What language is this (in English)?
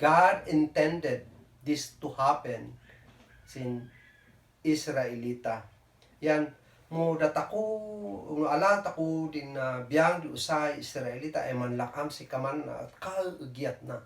Kankanaey